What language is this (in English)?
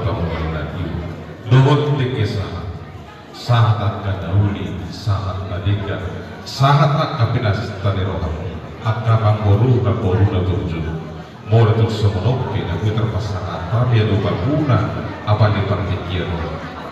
Batak Toba